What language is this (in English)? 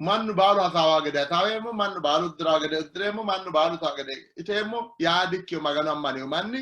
Sidamo